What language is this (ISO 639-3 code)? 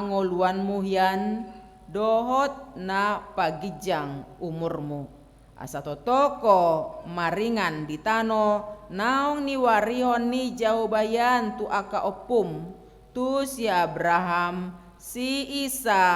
bbc